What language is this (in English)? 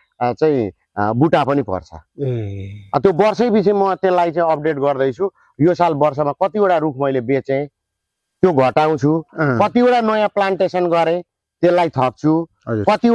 Nepali